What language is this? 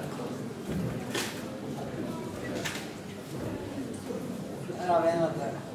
Norwegian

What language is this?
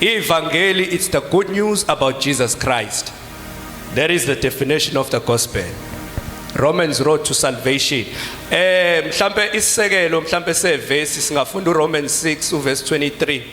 Zulu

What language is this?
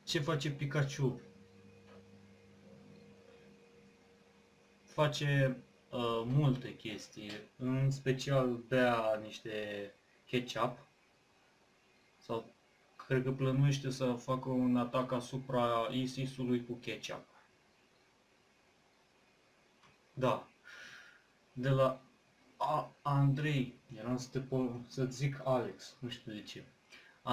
Romanian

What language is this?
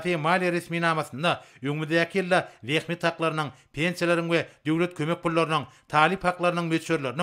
Turkmen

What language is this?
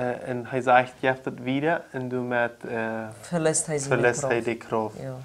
Plautdietsch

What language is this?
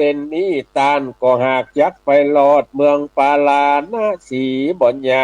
Northern Thai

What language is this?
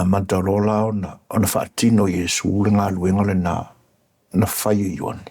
Samoan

